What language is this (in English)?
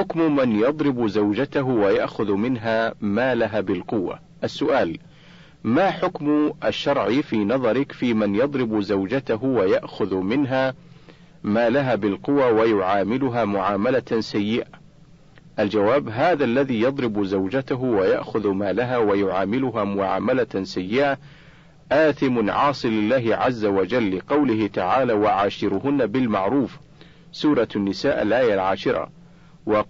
Arabic